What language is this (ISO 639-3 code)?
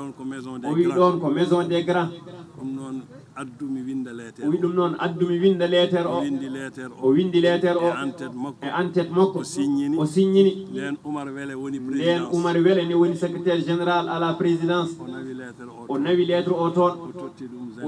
ful